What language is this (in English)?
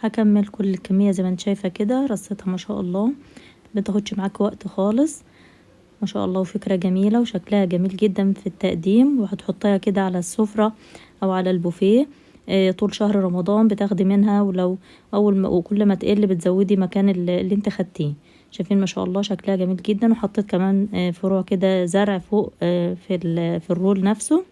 Egyptian Arabic